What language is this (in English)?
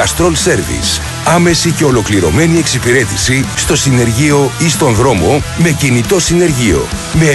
Greek